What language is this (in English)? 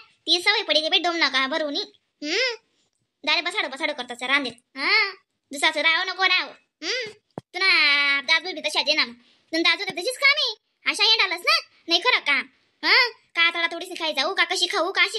Khandesi